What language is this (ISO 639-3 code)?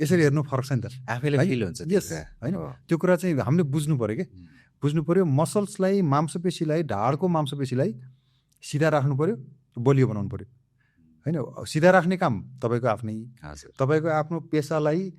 nep